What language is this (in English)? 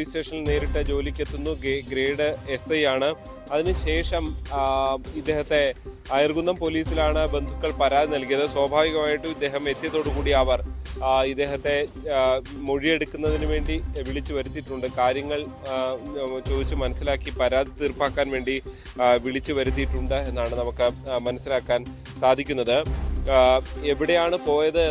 Malayalam